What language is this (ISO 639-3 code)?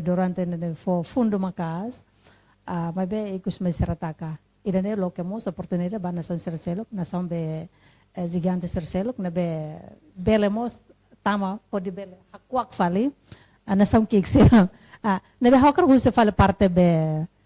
tet